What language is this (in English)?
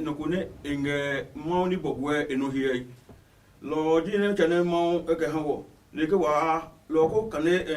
Adangme